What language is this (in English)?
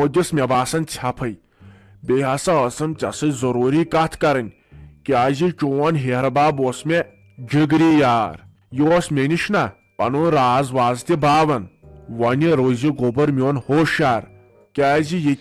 Kashmiri